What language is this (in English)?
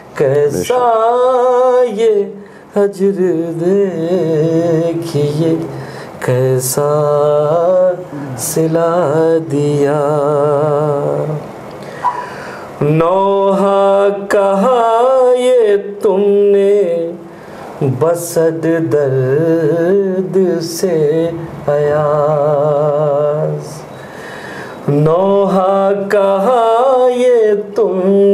Urdu